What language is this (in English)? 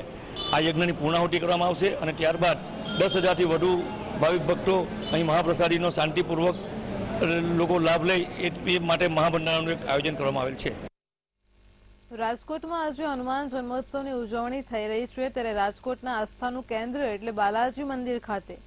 Gujarati